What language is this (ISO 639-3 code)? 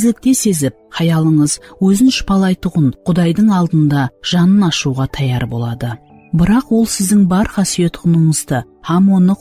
kaa